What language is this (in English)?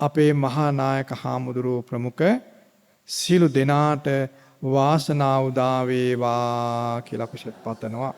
Sinhala